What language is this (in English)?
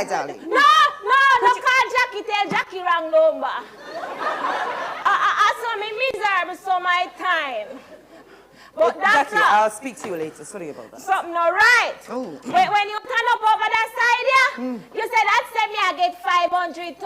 Jamaican Creole English